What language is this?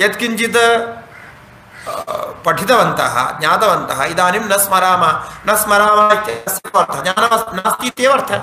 Sanskrit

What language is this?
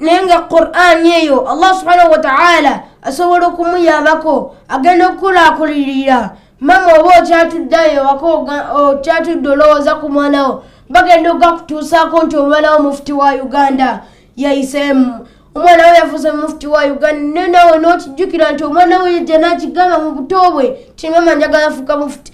Ganda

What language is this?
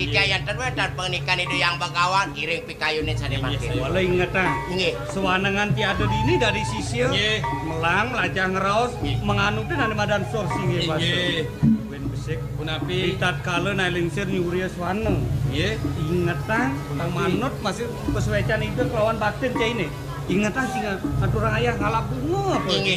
Balinese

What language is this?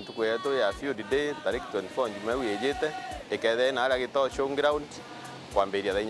Meru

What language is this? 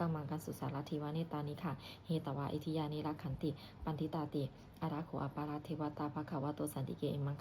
Pali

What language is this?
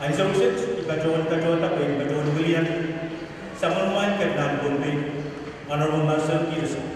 Pohnpeian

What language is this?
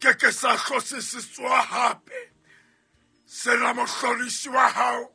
Southern Sotho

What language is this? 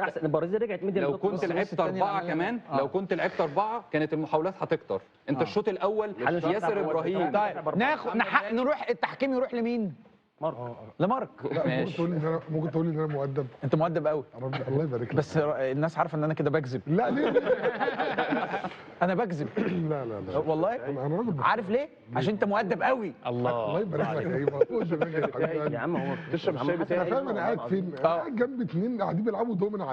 Egyptian Arabic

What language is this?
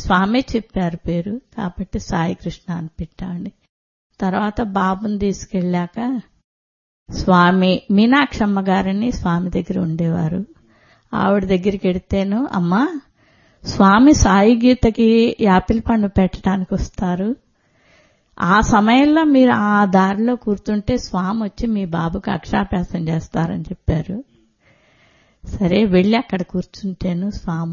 Telugu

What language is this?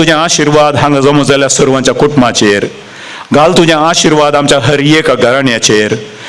Konkani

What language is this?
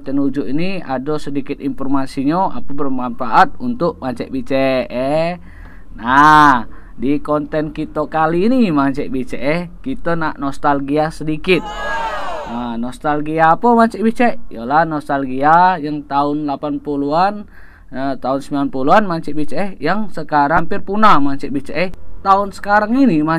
Musi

